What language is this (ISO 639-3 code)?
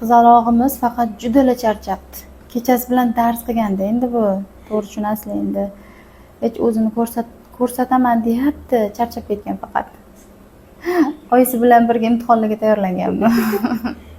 uzb